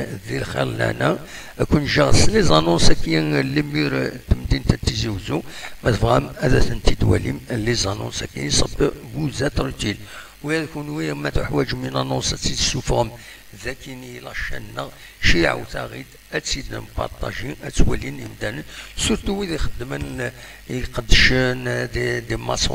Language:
Kabyle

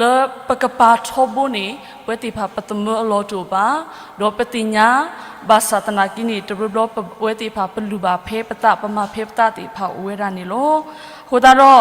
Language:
S'gaw Karen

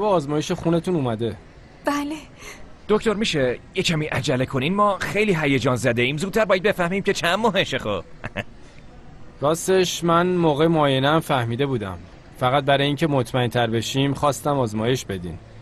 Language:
Persian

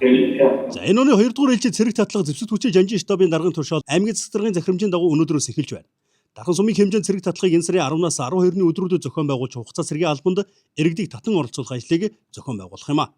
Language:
Mongolian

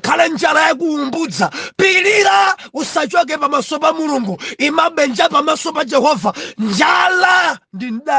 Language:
Nyanja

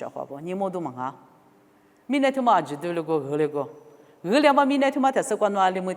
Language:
Lisu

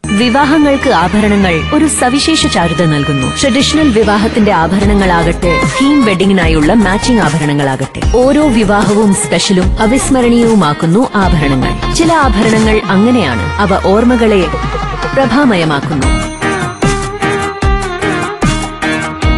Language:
Malayalam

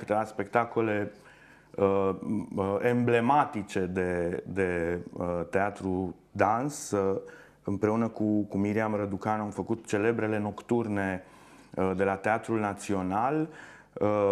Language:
Romanian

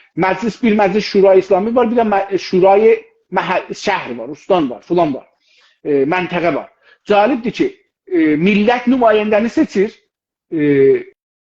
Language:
South Azerbaijani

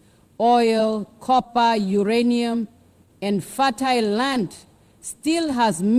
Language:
English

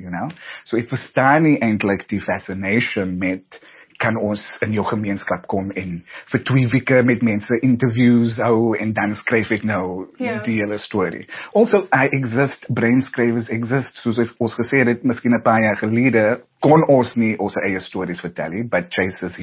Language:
Afrikaans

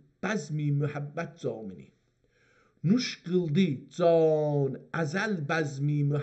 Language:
South Azerbaijani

